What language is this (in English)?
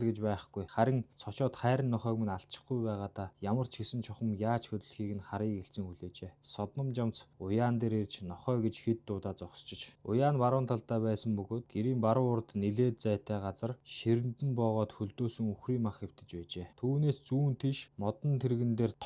Mongolian